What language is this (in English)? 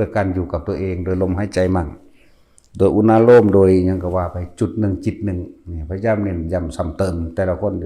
Northeastern Thai